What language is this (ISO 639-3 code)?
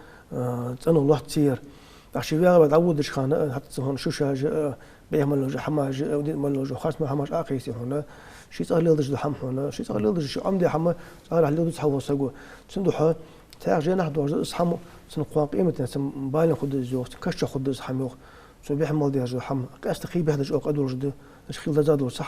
inh